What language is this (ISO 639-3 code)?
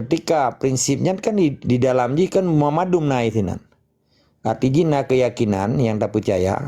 ace